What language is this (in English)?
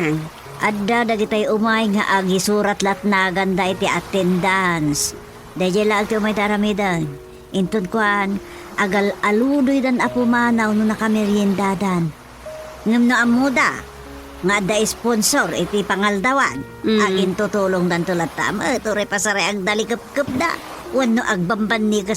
Iloko